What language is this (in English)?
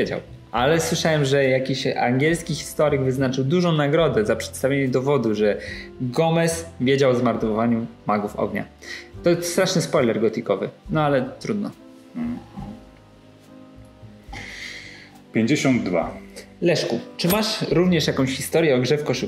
Polish